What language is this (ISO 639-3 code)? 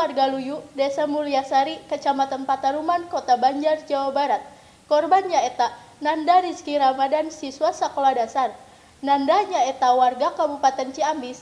sun